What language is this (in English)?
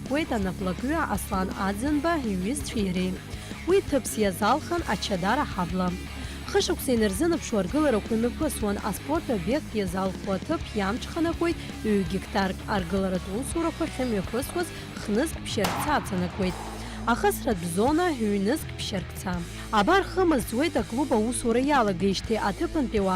Abkhazian